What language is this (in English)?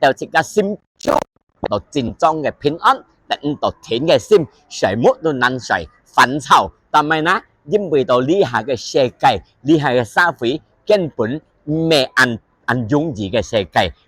Hakka Chinese